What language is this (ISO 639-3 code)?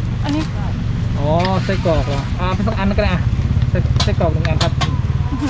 tha